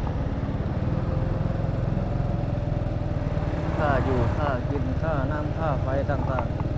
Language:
Lao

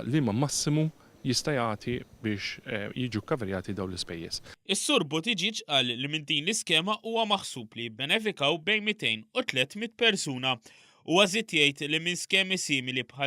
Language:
Maltese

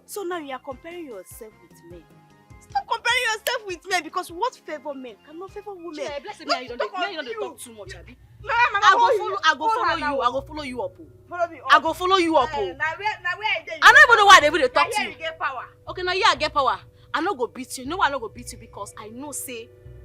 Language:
Nigerian Pidgin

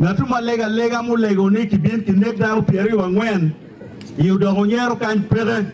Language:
Acoli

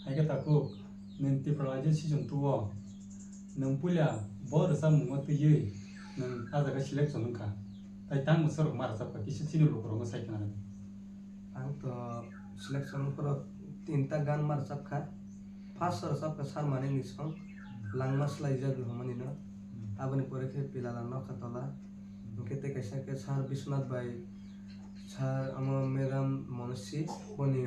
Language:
Kok Borok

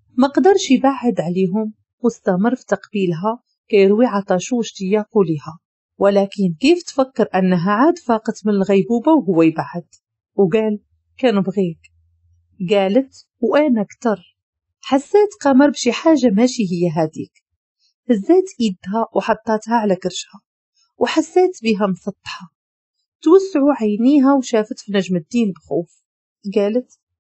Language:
Moroccan Arabic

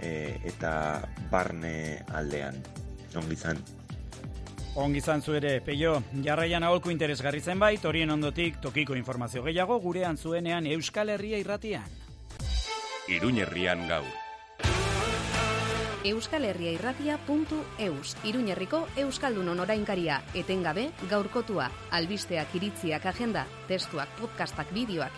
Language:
Basque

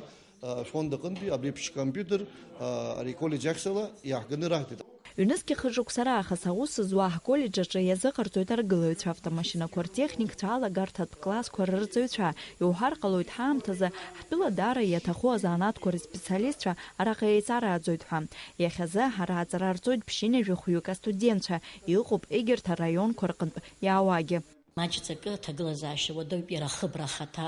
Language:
Abkhazian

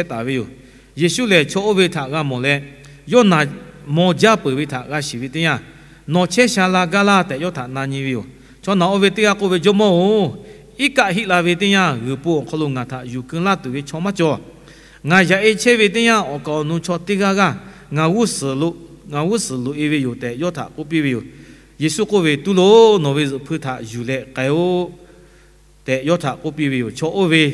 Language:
Lahu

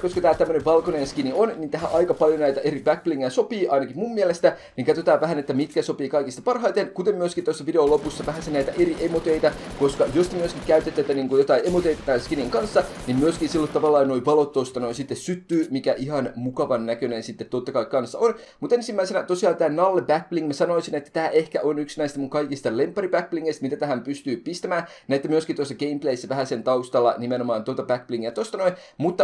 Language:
Finnish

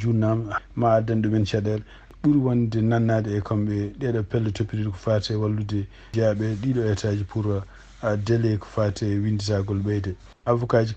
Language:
Fula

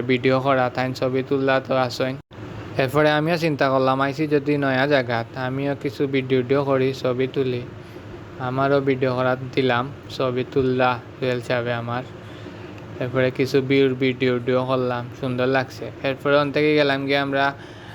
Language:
Sylheti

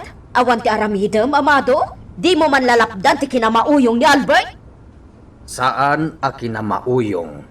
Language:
Iloko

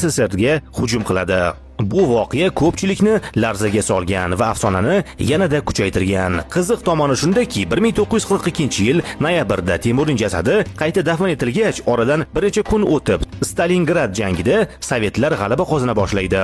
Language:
Uzbek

